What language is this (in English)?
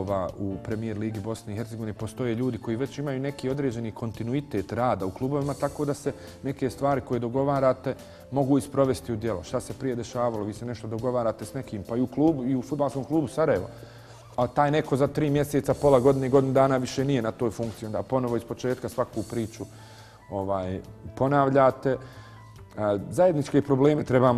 Bosnian